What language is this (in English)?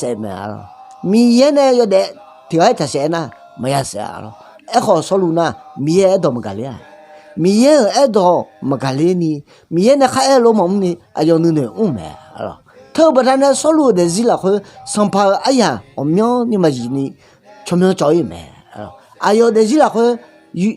Akha